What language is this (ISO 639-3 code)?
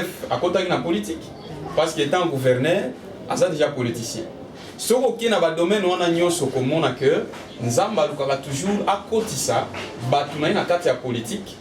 lin